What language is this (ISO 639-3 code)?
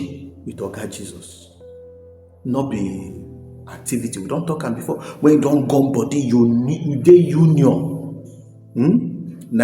pcm